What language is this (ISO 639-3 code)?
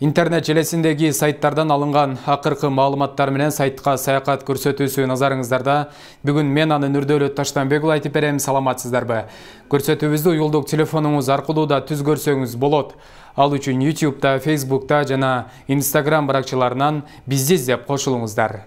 kir